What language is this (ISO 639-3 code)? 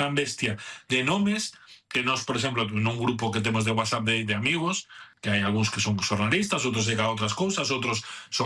glg